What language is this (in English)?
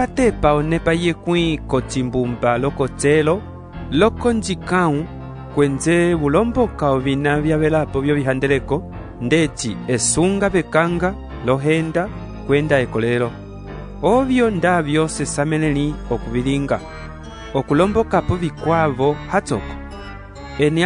Umbundu